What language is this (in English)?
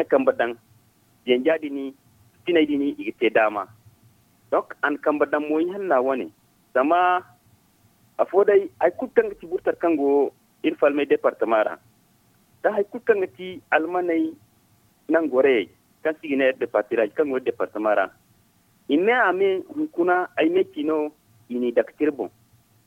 Zarma